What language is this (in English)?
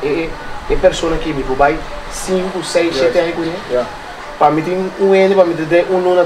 Papiamento